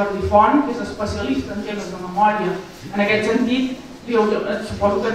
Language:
Catalan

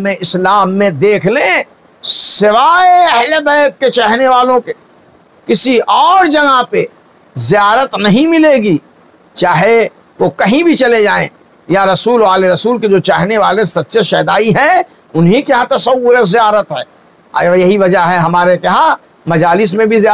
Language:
Urdu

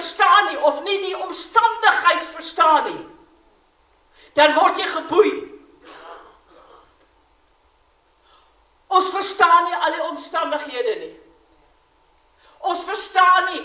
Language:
Afrikaans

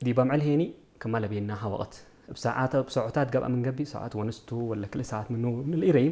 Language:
Tigrinya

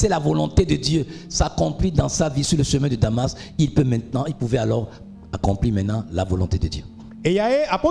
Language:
Ewe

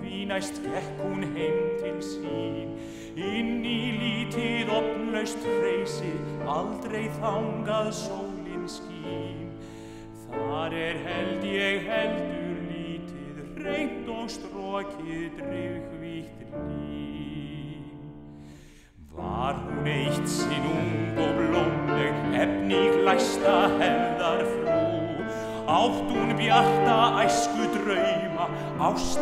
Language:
Icelandic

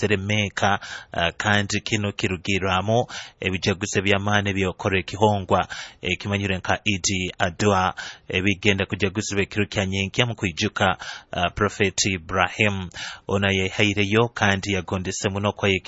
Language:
Nyoro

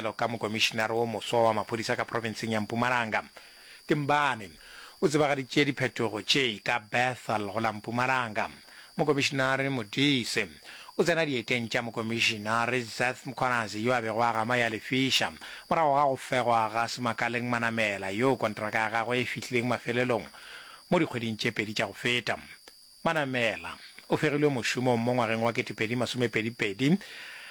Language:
Northern Sotho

